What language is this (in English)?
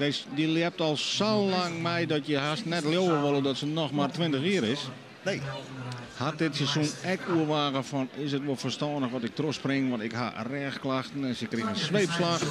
Western Frisian